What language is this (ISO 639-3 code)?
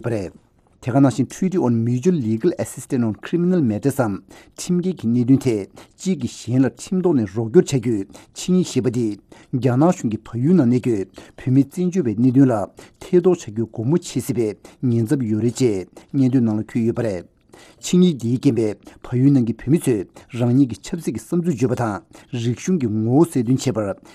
bod